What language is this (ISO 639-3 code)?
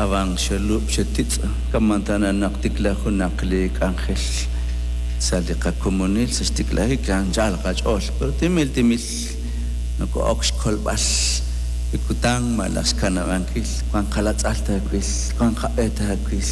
kek